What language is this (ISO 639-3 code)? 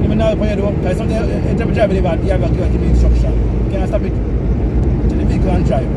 jam